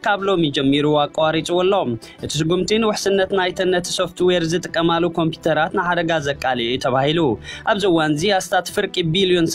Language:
Tigrinya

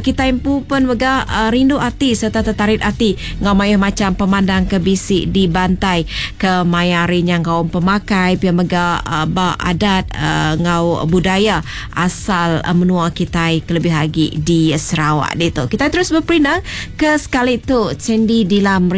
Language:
Iban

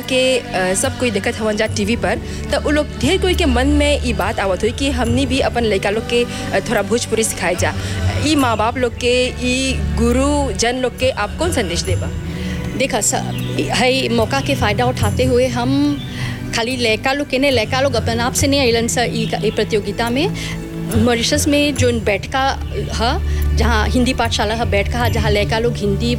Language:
Bhojpuri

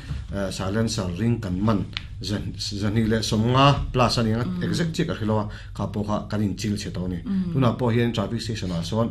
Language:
Mizo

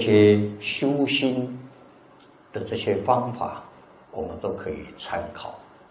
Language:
Chinese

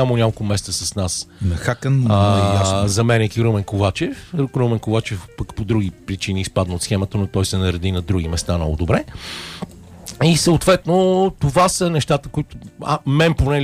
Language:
Bulgarian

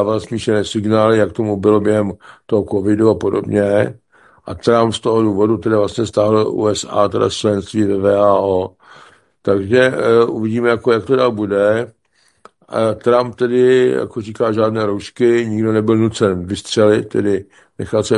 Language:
Czech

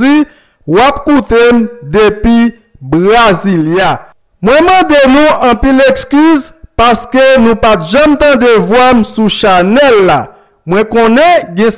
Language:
Haitian Creole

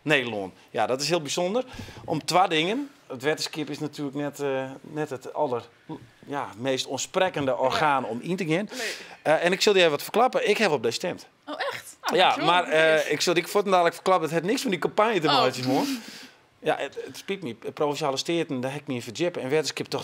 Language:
Western Frisian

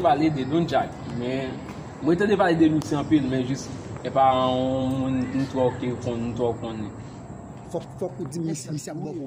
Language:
Haitian Creole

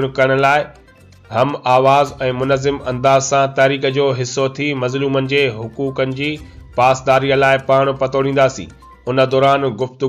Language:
Sindhi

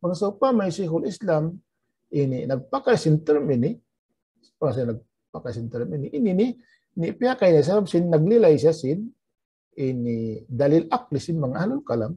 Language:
Tausug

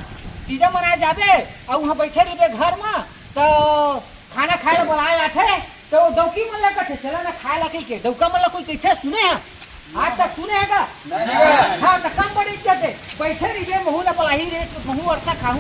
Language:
Chhattisgarhi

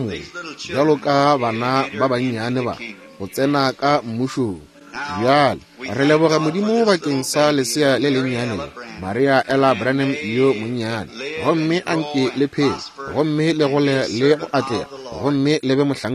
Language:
Northern Sotho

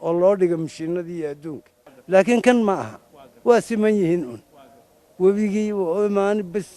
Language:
Somali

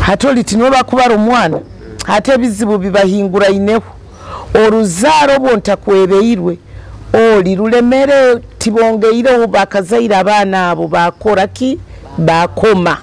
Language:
Nyoro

